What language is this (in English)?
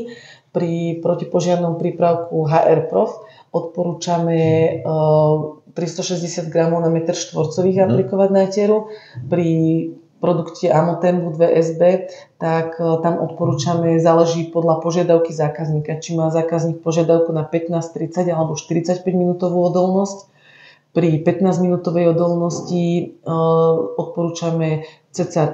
Slovak